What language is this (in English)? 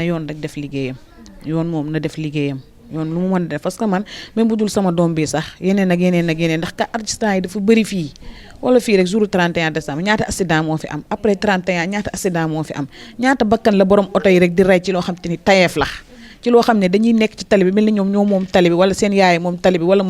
Wolof